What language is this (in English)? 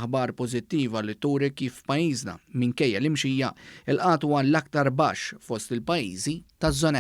Maltese